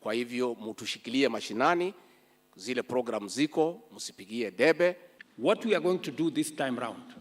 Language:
Kamba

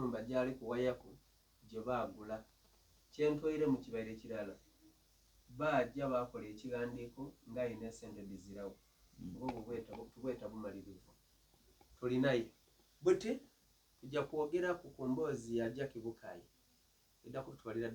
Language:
Soga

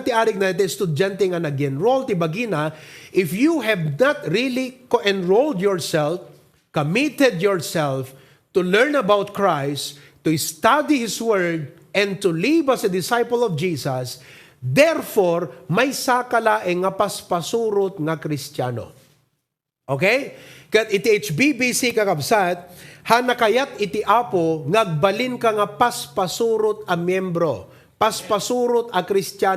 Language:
Iloko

